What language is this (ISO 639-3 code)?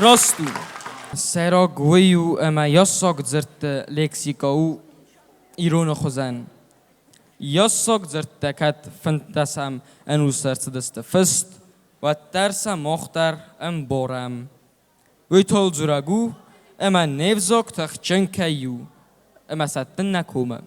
oss